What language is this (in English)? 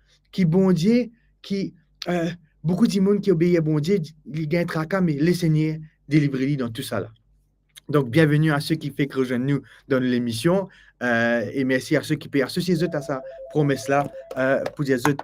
Morisyen